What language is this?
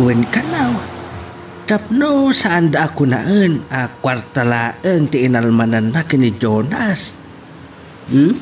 Iloko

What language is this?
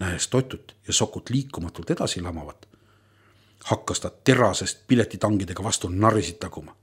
Estonian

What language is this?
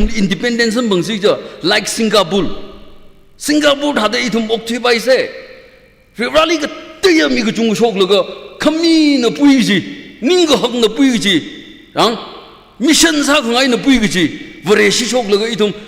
Tangkhul Naga (India)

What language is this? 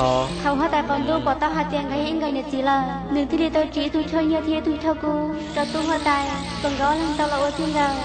Hmong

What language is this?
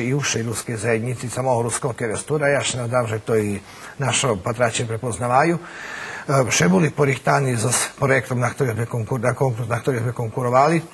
Rusyn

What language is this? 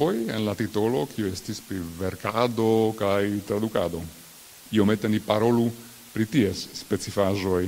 Esperanto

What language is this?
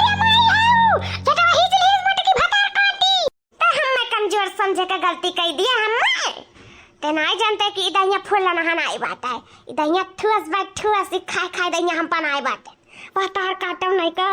Awadhi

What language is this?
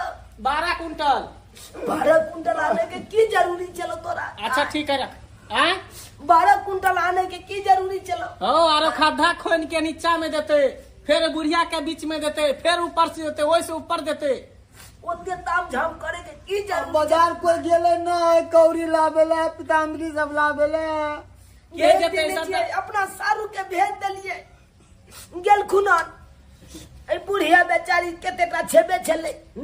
Maithili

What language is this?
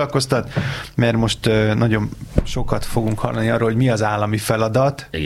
Hungarian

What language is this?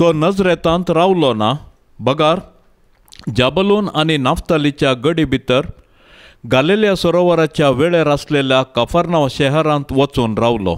Konkani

